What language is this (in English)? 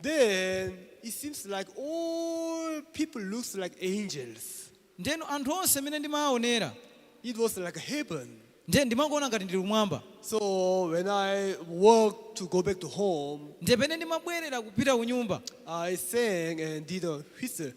Nyanja